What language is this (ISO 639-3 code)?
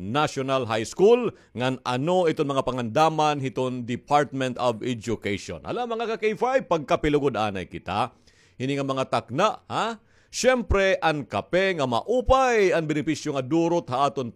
war